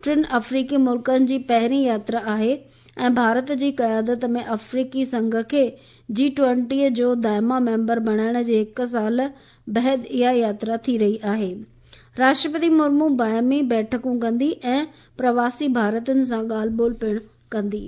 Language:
Sindhi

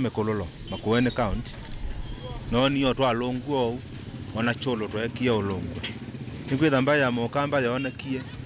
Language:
Kamba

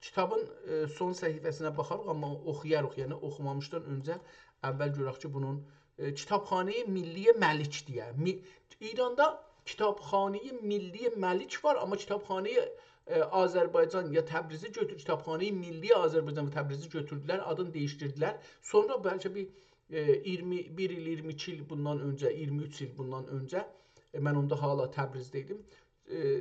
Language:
South Azerbaijani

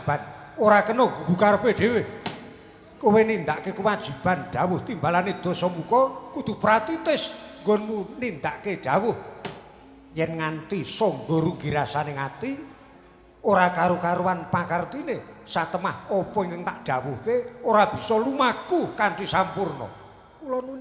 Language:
Javanese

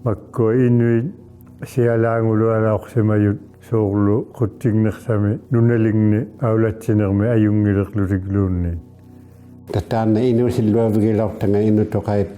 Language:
Inuktitut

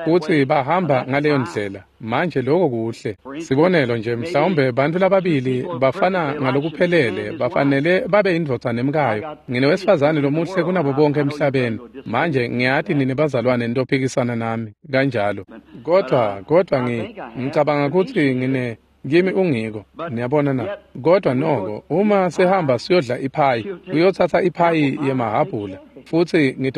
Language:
Swati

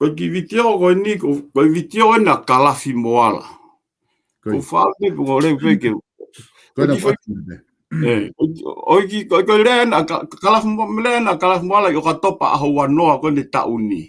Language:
Tongan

